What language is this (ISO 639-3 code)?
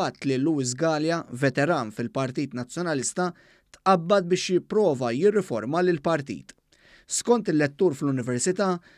mlt